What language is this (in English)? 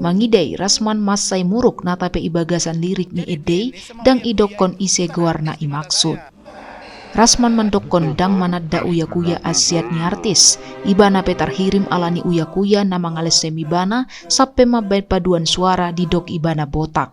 Batak Toba